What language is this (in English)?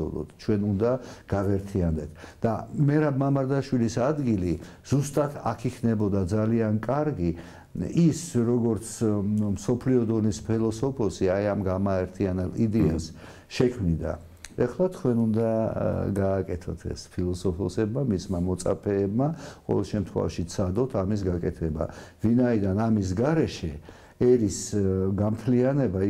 Georgian